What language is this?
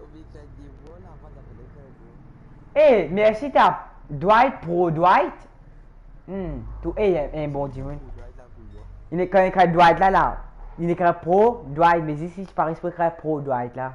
Morisyen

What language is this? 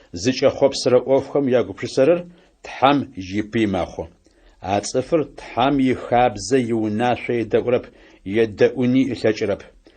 Adyghe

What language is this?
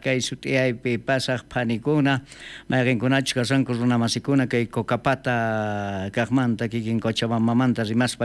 South Bolivian Quechua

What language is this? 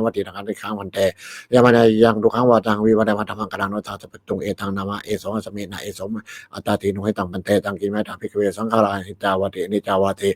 Pali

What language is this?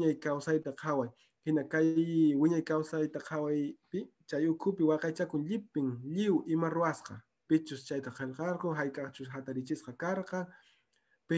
Quechua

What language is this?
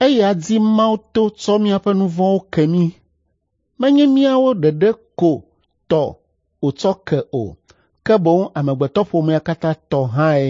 Ewe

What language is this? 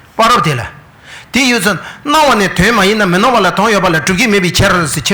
Tibetan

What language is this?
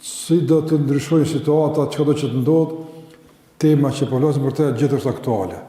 Albanian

